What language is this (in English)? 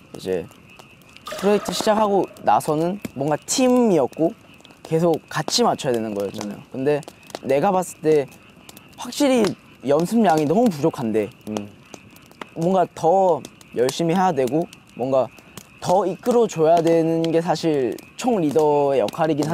Korean